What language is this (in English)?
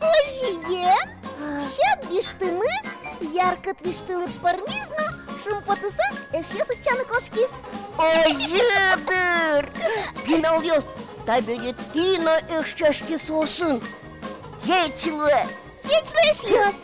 Udmurt